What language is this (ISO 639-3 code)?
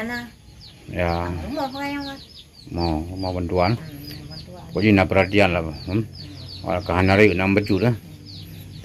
ace